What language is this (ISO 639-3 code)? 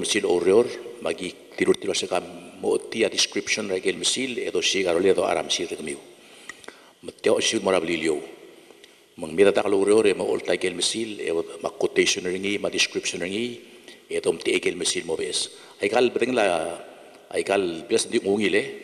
pau